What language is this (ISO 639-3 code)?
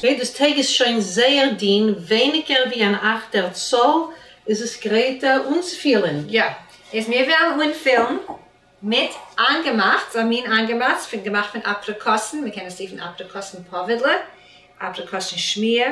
yid